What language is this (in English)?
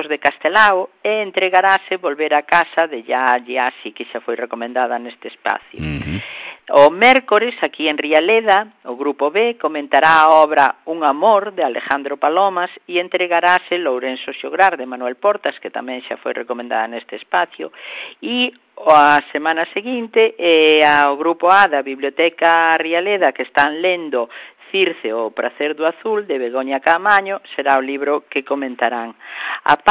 Galician